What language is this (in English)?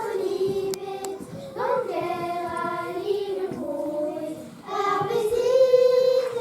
Breton